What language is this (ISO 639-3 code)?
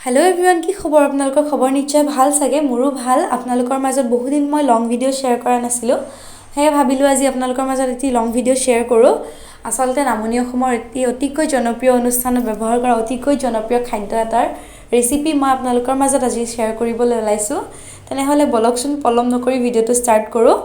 asm